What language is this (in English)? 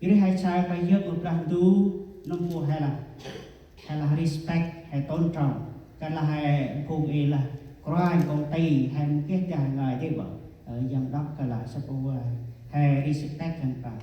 Central Mnong